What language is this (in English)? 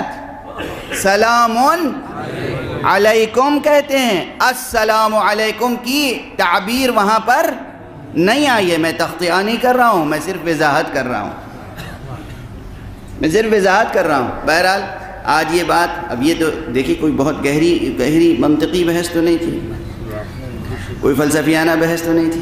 Urdu